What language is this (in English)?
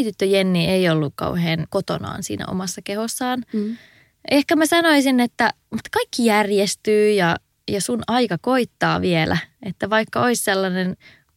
Finnish